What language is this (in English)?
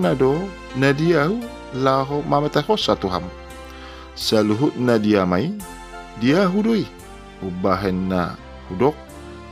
Batak Toba